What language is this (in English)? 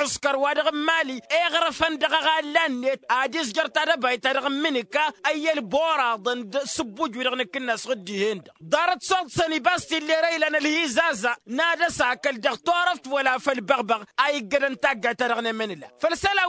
Tamasheq